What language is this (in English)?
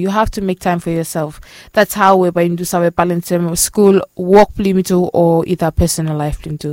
Bislama